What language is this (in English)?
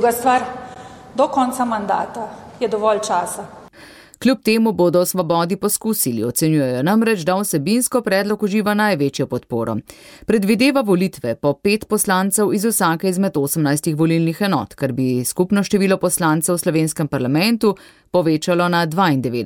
Slovenian